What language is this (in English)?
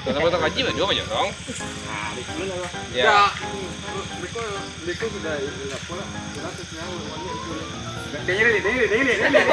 Minangkabau